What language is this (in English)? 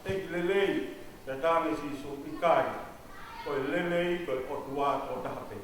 Tongan